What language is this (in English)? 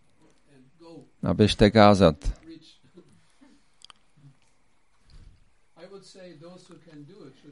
Czech